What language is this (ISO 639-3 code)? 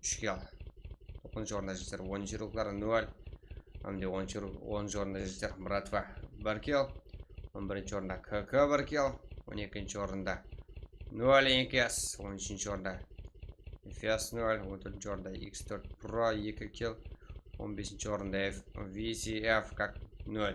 kaa